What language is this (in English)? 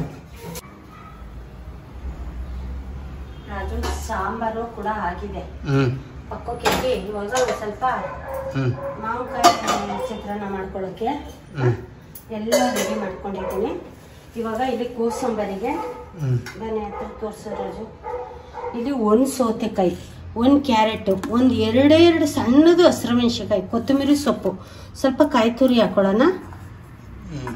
Kannada